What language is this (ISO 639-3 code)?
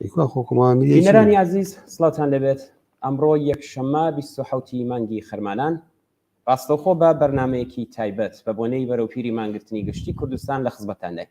ckb